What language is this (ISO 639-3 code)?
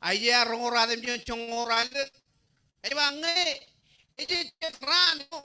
mah